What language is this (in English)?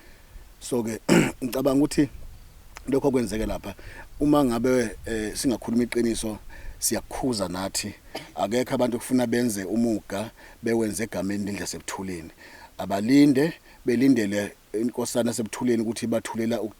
Zulu